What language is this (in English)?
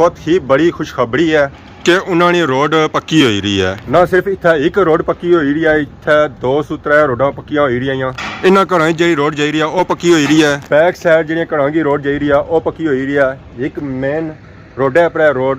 Pahari-Potwari